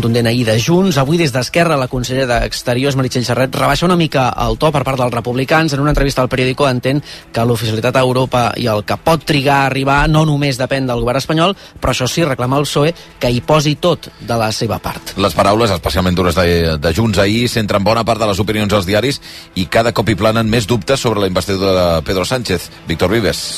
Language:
Catalan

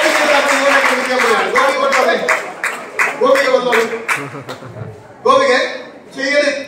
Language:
Malayalam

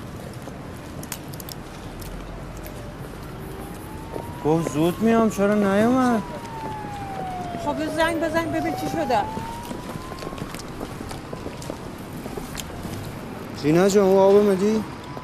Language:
Persian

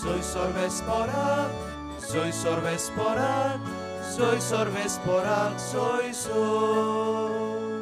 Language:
Konkani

